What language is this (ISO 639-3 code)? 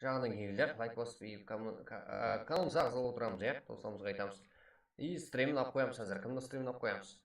kaa